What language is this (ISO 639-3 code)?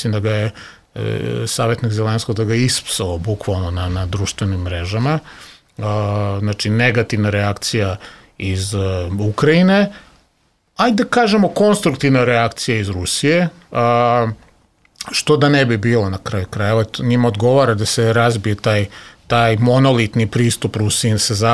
srp